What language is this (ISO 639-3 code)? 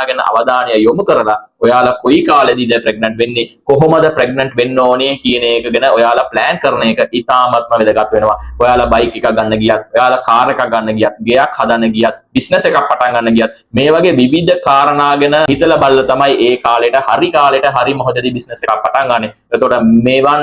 sin